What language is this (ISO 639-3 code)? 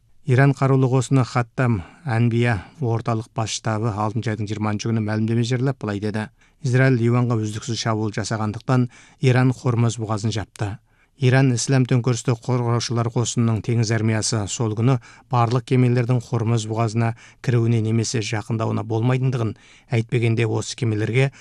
kaz